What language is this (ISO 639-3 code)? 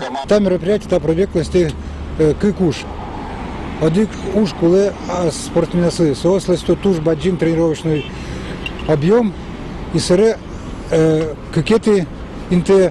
udm